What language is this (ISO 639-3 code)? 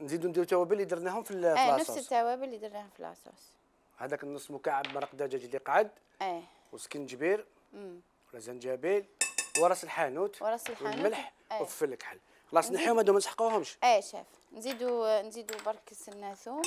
arq